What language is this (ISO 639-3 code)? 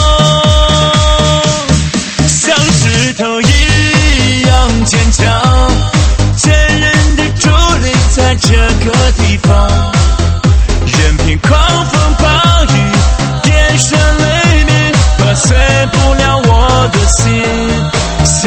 zho